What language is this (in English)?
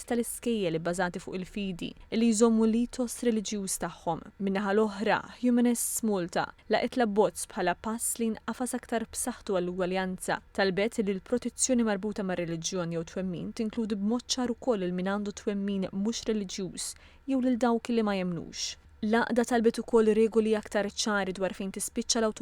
Maltese